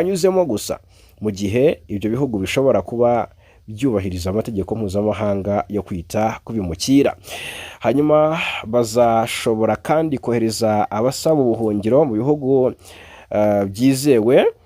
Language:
Kinyarwanda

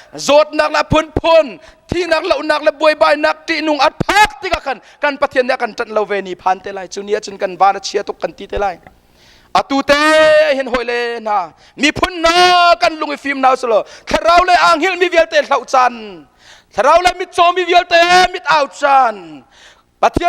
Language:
Hakha Chin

